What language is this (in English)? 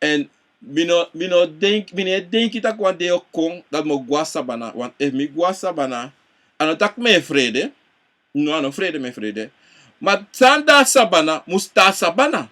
Sranan Tongo